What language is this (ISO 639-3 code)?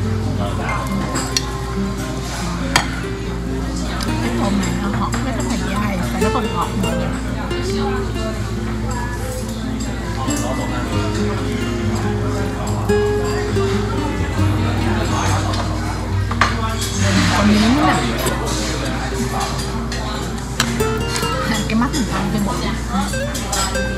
vie